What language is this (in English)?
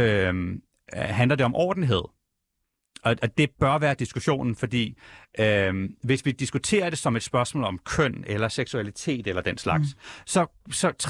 Danish